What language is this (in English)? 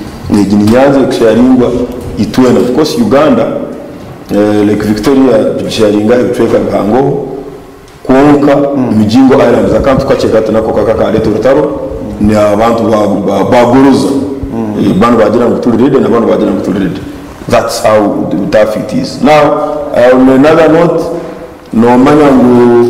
Nyankole